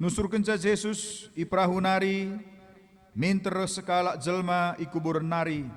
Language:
Batak Karo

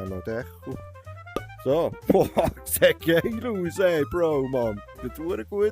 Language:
Swiss German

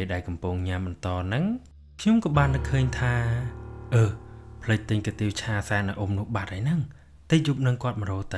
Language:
Khmer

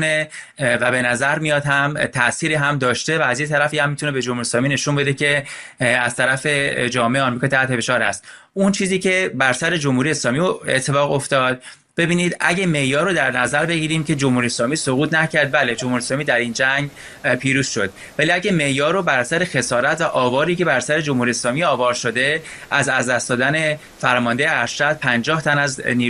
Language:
Persian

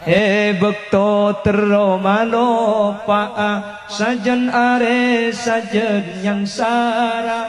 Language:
Madurese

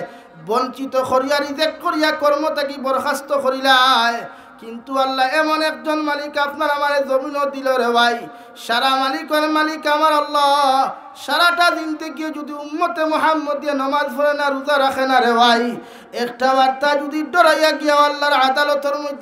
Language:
Sylheti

